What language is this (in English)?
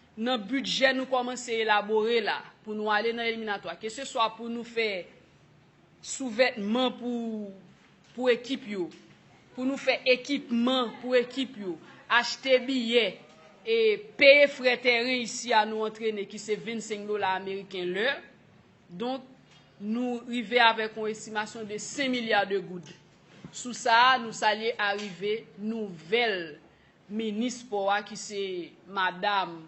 Haitian Creole